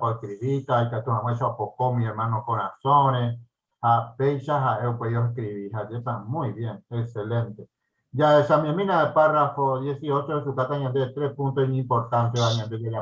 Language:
Guarani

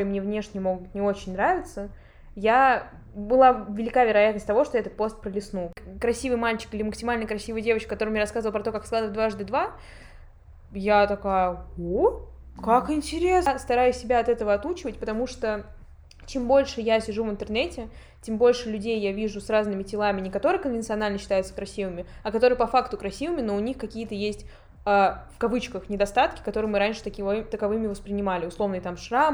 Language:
Russian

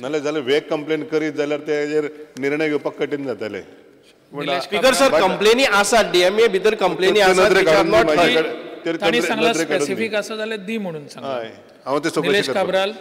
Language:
Konkani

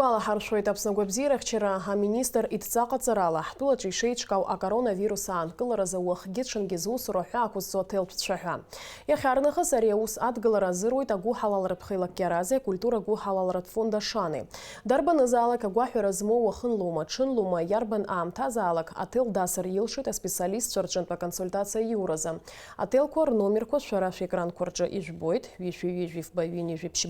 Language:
Abkhazian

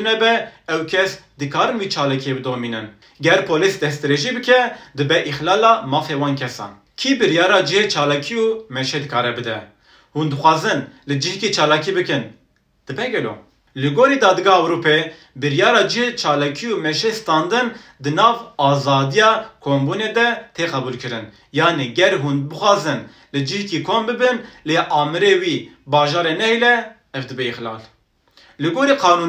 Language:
Kurdish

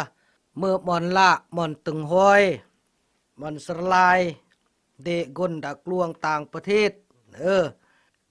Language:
Khmu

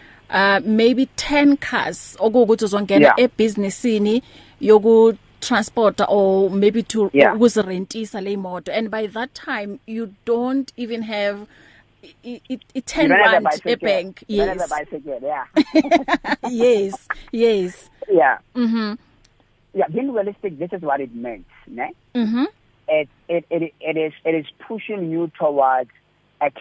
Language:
English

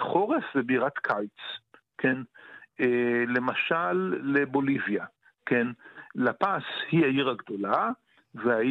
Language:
Hebrew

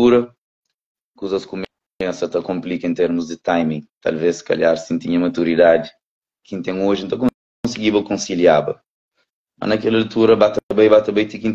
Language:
Kabuverdianu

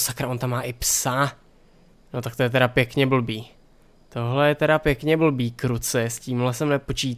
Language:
Czech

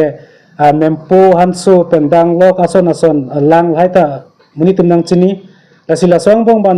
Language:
Karbi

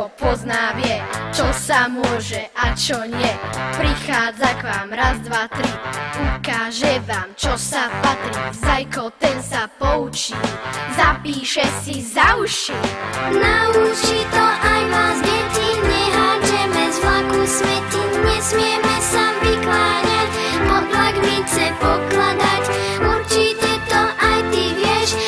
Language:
Slovak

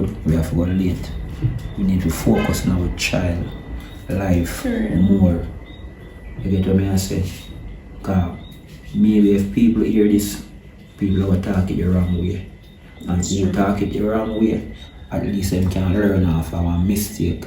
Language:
Jamaican Creole English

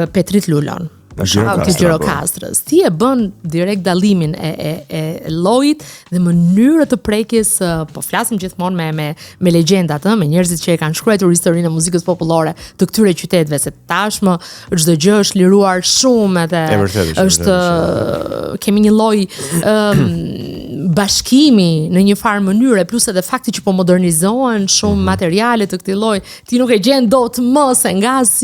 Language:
Albanian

